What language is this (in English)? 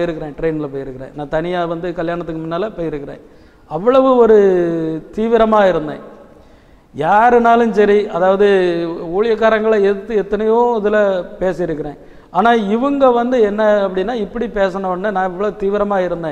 Tamil